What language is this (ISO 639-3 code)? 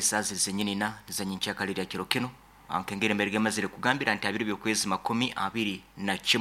nyo